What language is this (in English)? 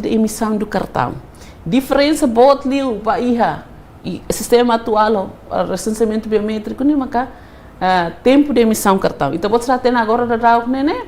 Tetum